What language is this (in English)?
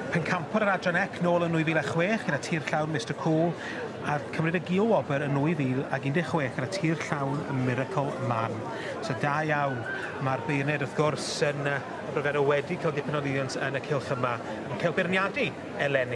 Welsh